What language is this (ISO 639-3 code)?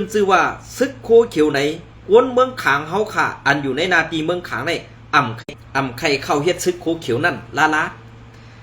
shn